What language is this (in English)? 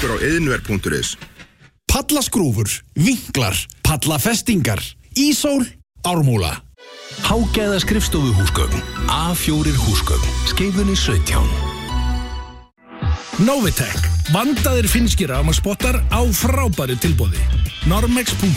Icelandic